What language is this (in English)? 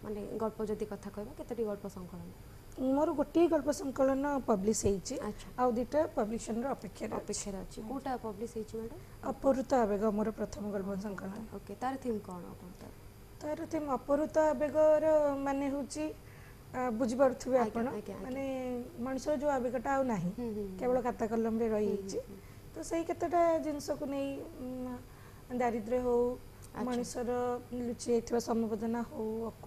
Odia